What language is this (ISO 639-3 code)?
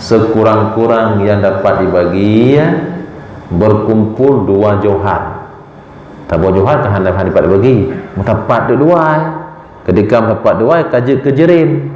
ace